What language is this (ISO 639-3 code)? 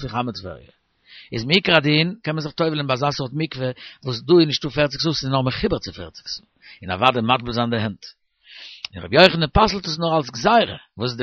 yid